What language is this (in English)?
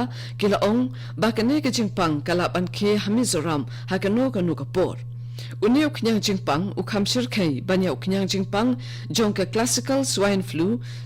Khasi